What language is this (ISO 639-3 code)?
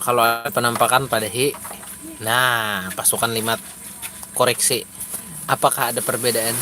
bjn